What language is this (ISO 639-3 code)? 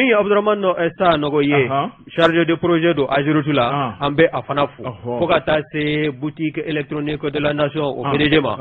bam